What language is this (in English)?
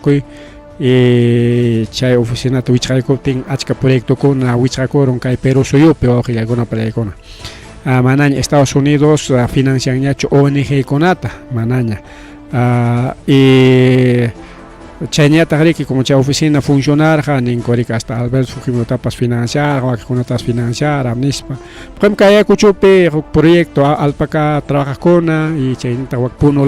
Ayacucho Quechua